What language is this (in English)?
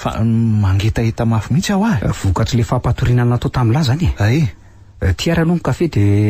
Malagasy